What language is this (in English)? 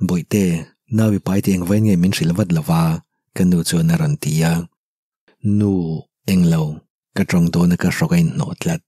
Mizo